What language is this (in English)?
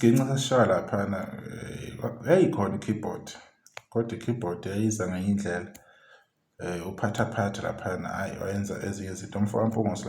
Zulu